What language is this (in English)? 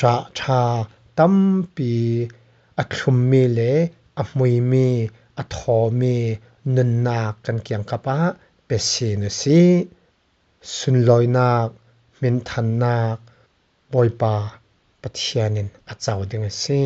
Falam Chin